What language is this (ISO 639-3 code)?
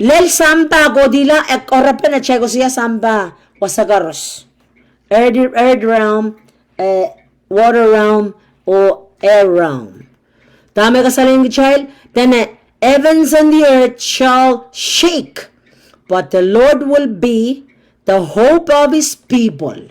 pon